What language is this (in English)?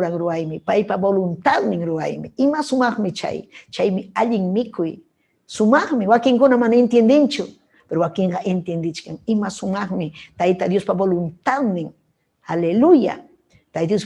Ayacucho Quechua